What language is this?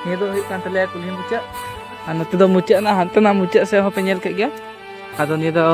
Santali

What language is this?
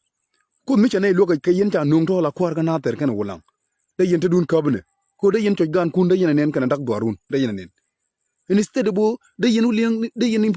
Nuer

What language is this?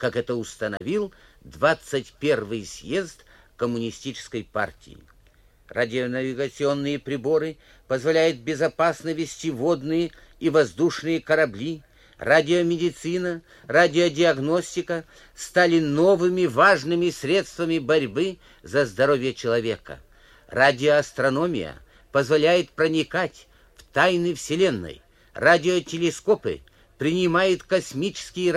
Russian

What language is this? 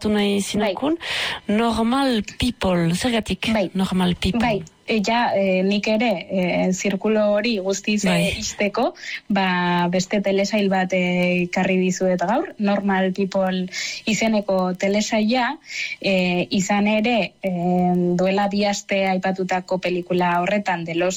Basque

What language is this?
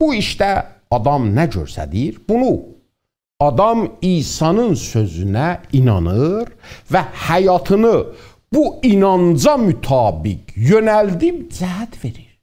South Azerbaijani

